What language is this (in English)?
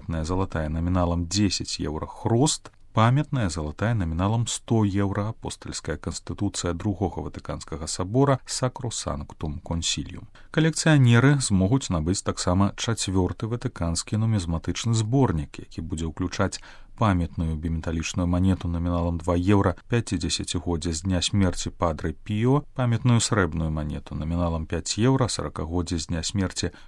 Belarusian